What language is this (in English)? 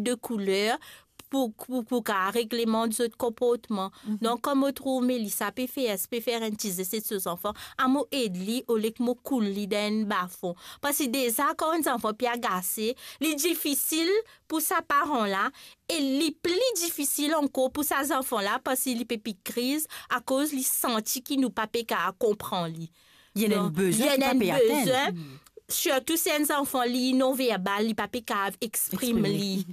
Morisyen